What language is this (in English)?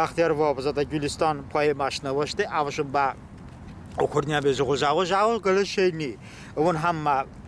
Talysh